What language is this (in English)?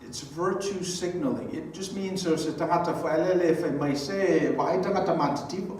Samoan